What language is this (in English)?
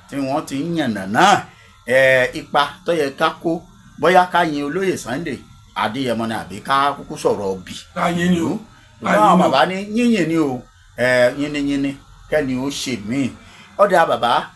Yoruba